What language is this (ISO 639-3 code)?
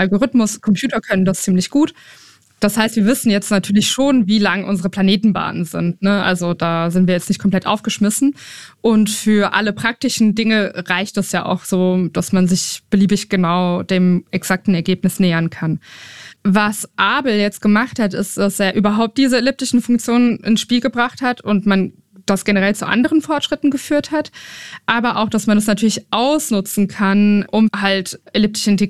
deu